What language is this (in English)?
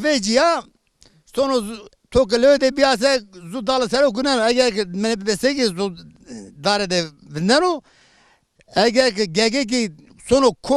Zaza